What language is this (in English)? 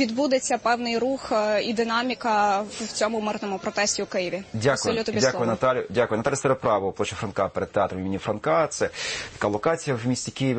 Ukrainian